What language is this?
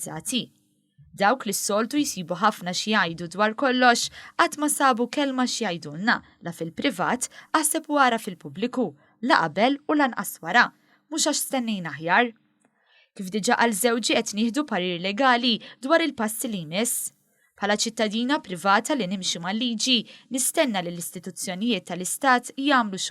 Maltese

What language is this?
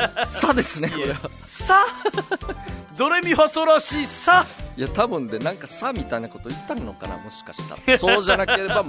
Japanese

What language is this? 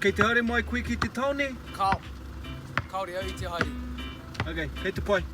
Māori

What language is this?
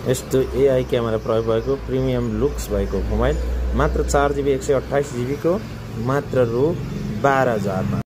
Nepali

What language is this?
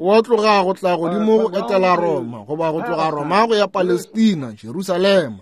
Northern Sotho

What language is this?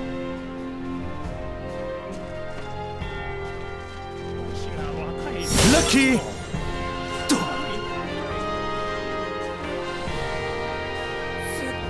Japanese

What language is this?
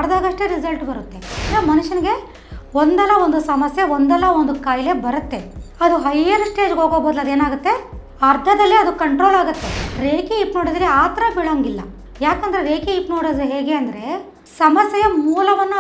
Kannada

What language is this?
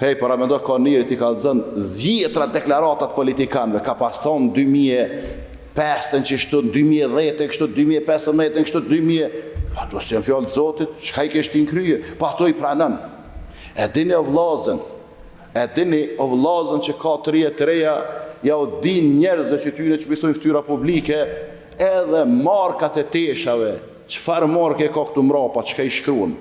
Albanian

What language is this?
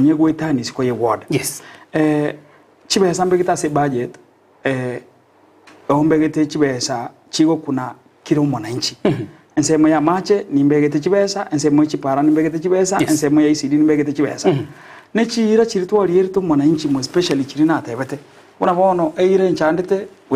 Gusii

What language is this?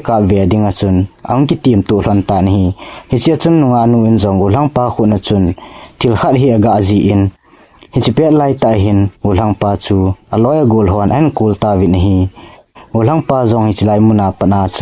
Thado Chin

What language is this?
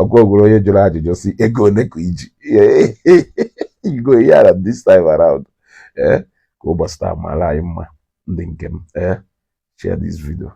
Igbo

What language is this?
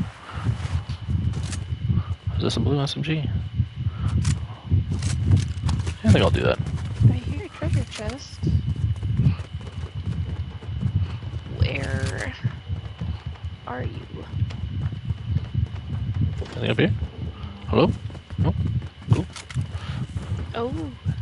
English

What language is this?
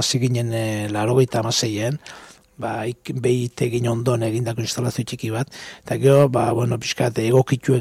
Basque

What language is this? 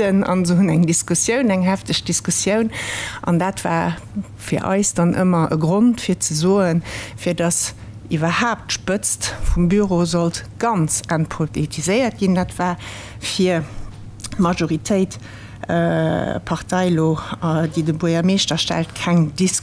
Luxembourgish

